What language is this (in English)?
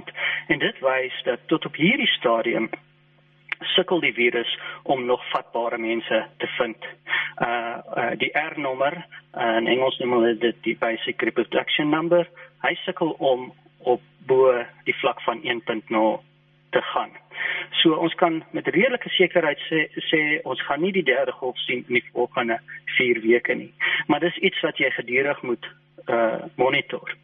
Afrikaans